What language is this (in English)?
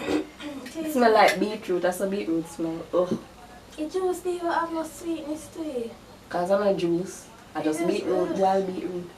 Jamaican Creole English